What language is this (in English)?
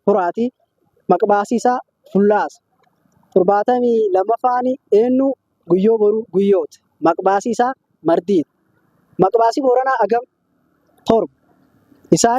Oromo